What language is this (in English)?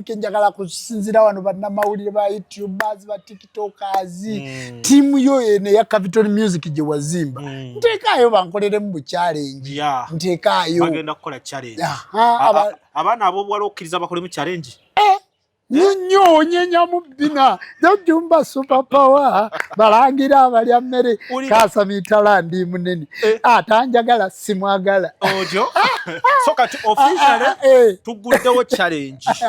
Ganda